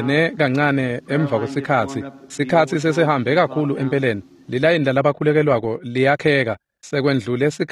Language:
Swati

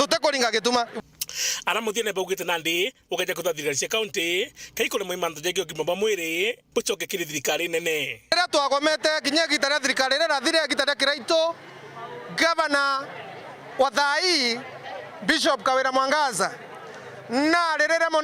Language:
Meru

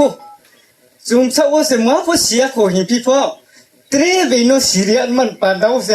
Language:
Riang (India)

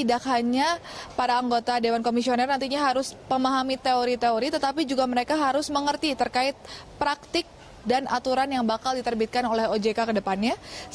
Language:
Indonesian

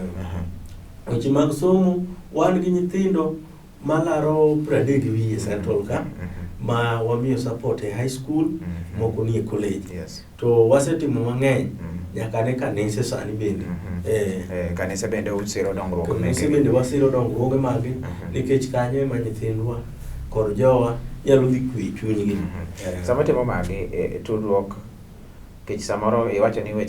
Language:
Luo (Kenya and Tanzania)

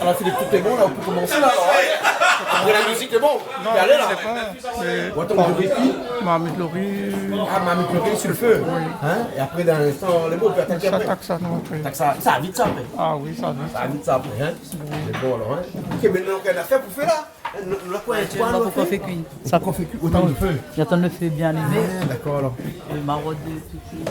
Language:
Réunion Creole French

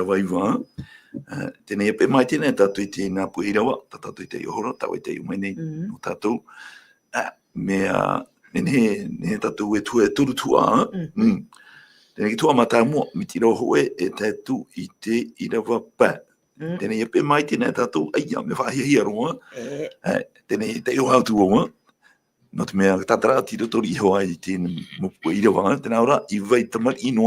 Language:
Tahitian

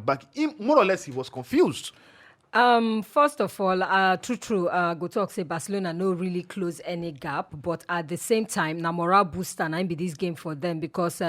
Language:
Nigerian Pidgin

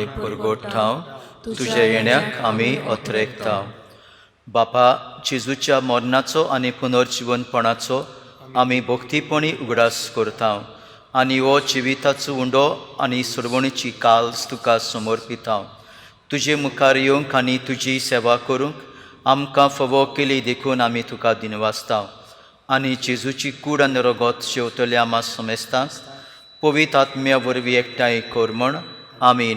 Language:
Konkani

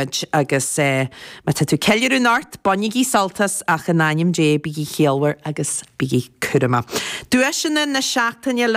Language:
Irish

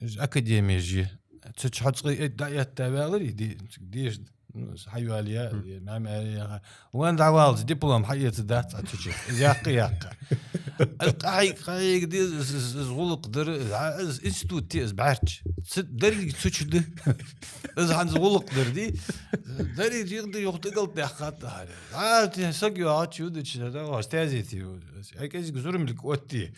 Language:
Ingush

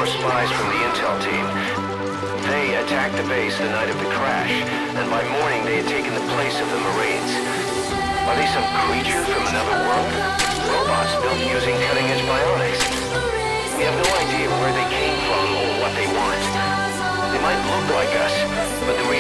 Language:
English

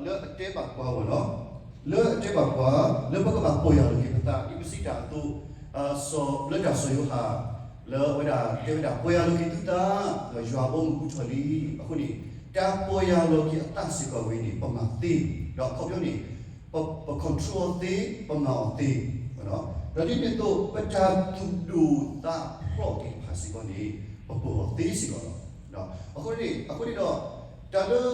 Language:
S'gaw Karen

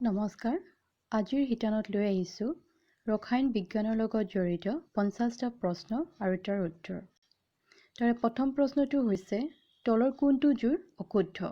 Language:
Assamese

